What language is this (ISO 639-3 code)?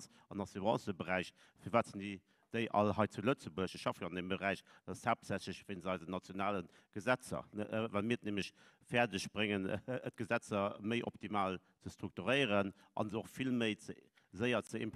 ltz